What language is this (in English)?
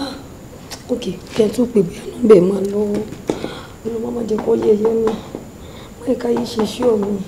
Yoruba